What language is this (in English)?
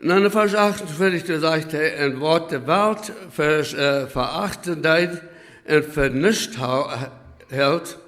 Plautdietsch